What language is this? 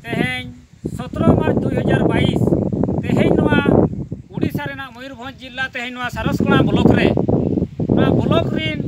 Santali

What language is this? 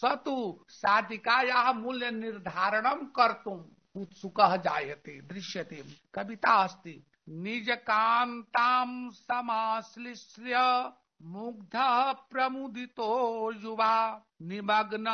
Sanskrit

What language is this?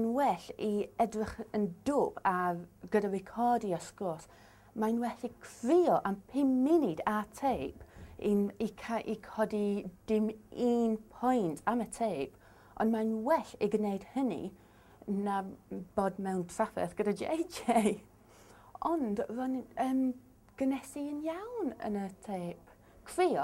Welsh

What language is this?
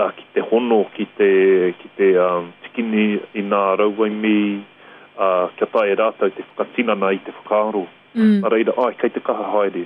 Māori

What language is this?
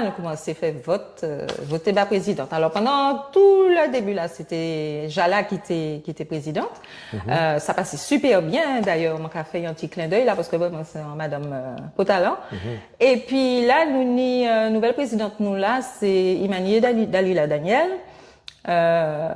Guadeloupean Creole French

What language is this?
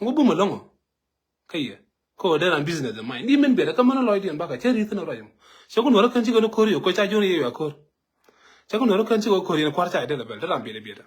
Nuer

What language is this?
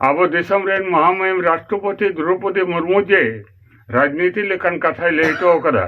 Santali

